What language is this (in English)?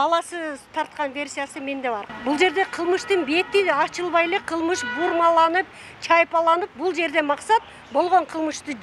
Kyrgyz